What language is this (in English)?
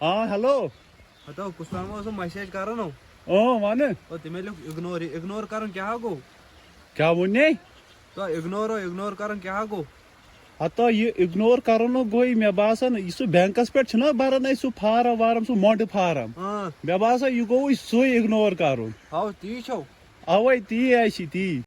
Kashmiri